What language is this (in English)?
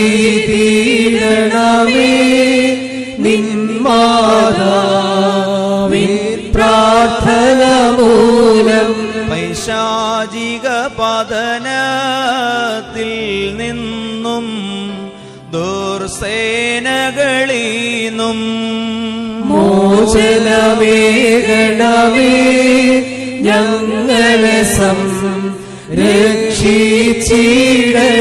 Malayalam